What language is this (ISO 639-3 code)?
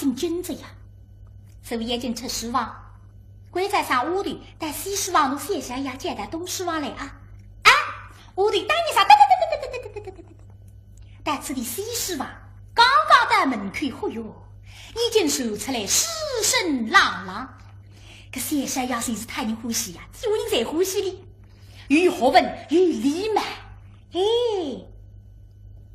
wuu